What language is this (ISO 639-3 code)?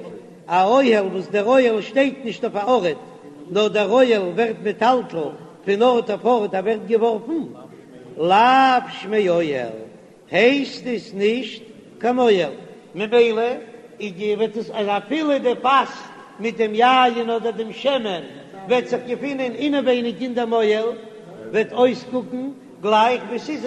yid